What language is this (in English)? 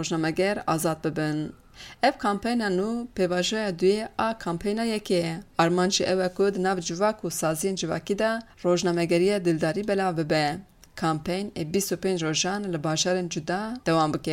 Kurdish